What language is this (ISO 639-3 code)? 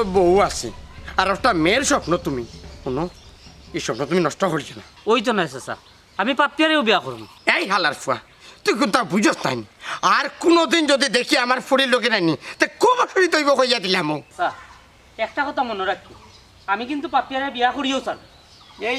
syl